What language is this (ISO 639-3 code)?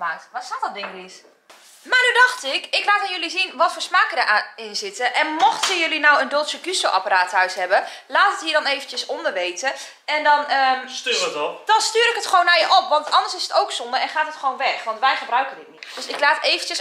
nld